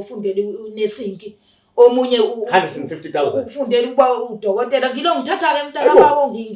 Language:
Zulu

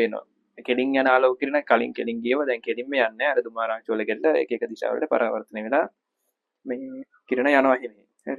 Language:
Sinhala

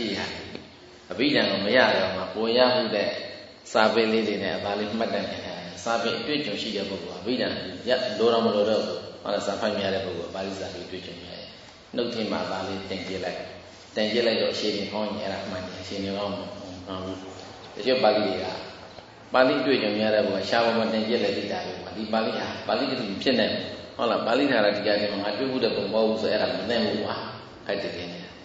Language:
Burmese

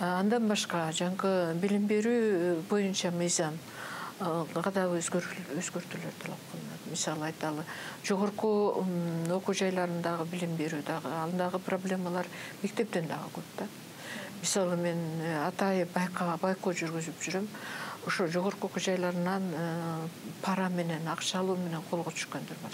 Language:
Kyrgyz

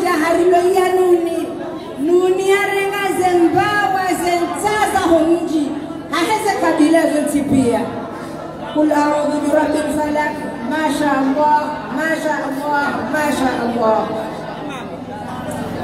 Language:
Swahili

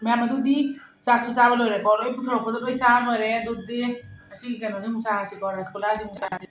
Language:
Manipuri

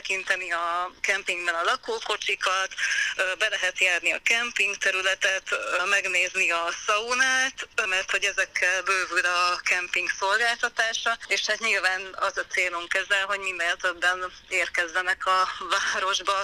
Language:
Hungarian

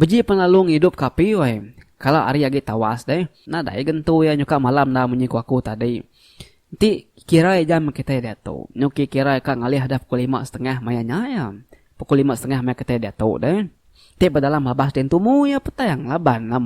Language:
Iban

